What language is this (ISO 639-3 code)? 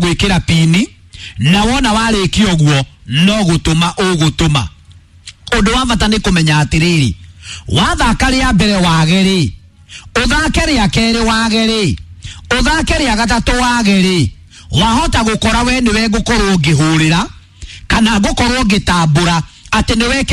kik